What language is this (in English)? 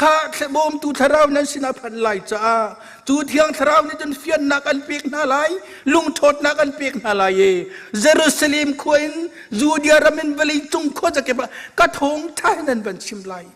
Hakha Chin